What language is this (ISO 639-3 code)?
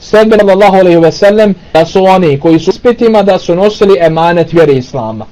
bos